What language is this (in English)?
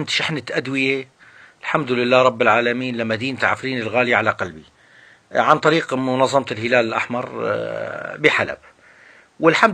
North Levantine Arabic